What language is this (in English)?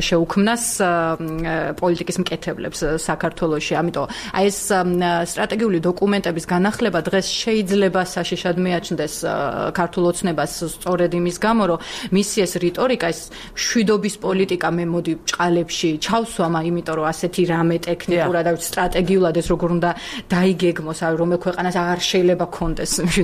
Georgian